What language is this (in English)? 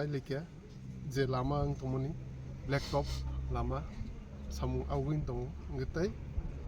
Kok Borok